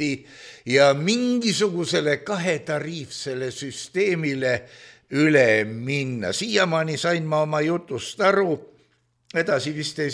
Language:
Estonian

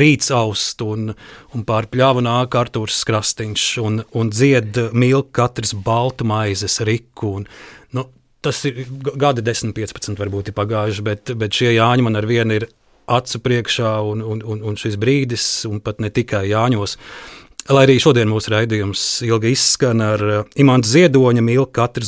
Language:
Latvian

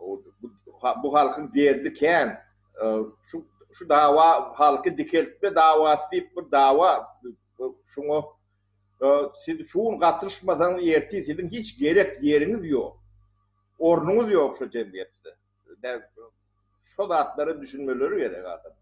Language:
Turkmen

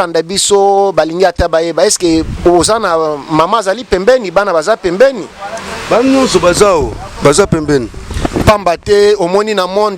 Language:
Lingala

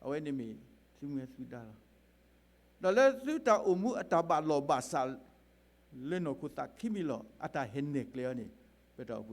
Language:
S'gaw Karen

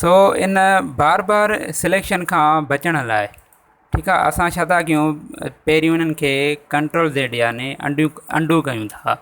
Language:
Sindhi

